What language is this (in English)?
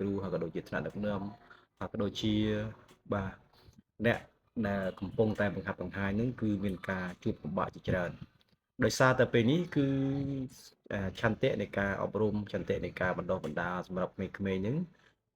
Khmer